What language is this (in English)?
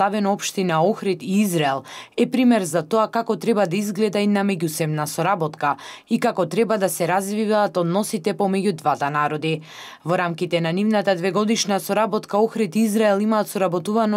Macedonian